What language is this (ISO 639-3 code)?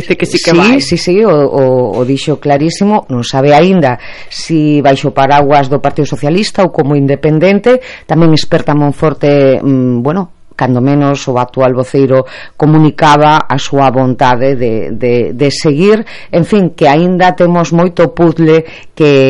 glg